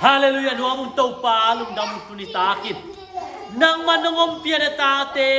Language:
Tedim Chin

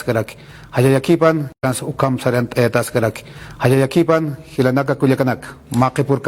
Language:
Aymara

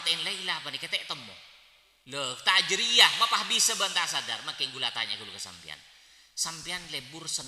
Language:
Madurese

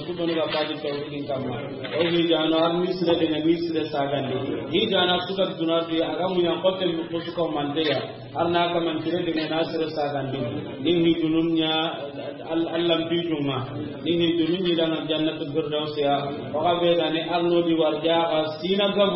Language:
Soninke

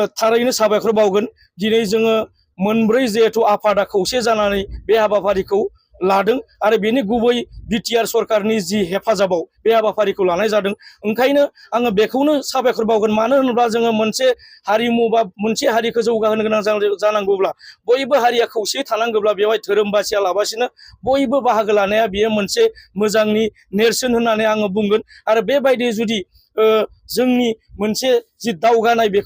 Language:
Bodo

